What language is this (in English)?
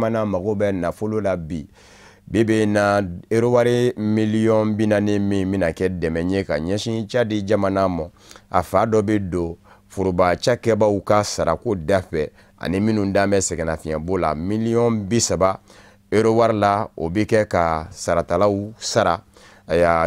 Bambara